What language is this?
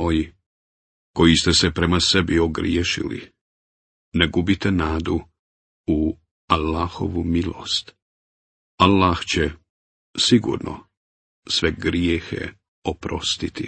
Bosnian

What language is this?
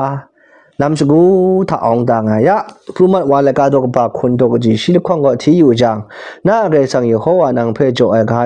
Kachin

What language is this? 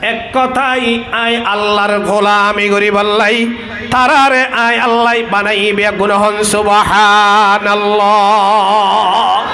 Rohingya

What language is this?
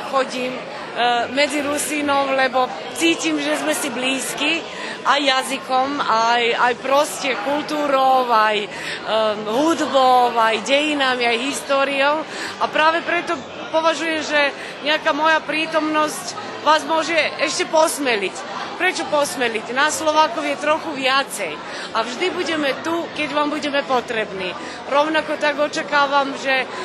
Rusyn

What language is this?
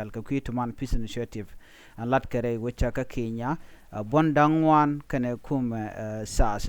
Nuer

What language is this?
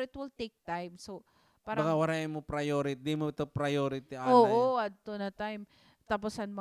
Waray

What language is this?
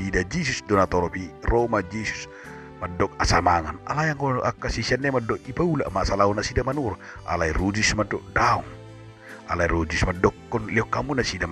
Batak Toba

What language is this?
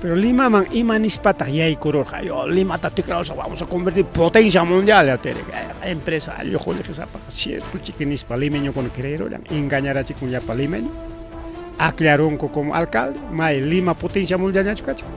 Ayacucho Quechua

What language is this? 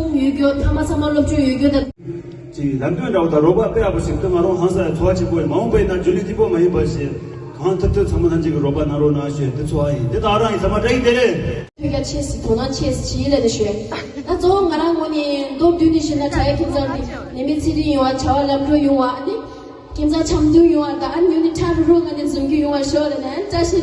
Tibetan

